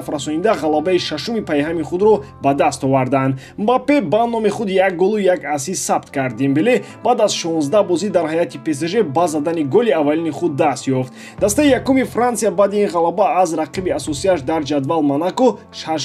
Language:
Tajik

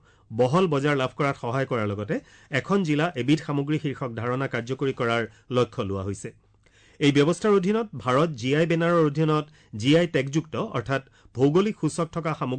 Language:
Assamese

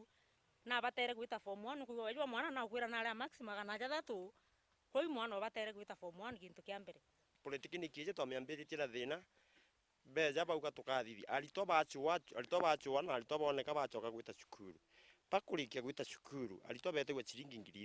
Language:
Meru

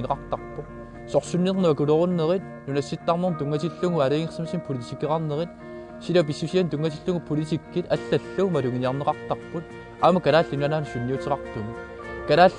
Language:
Kalaallisut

